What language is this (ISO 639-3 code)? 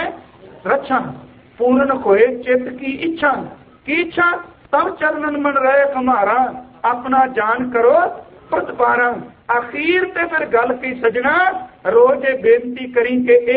pan